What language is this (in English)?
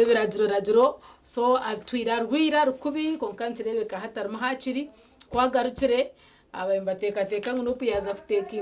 Nyankole